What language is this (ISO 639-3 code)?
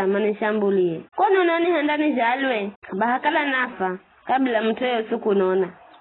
nyf